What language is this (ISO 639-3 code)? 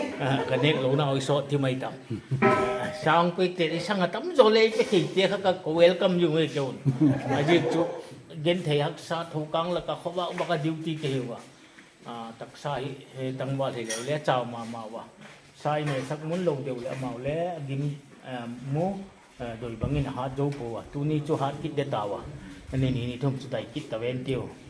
pck